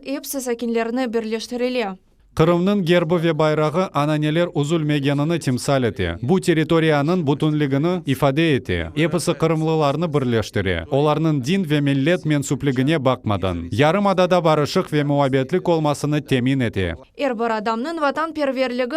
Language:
Crimean Tatar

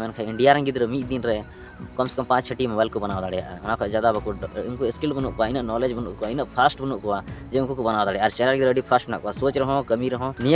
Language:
Santali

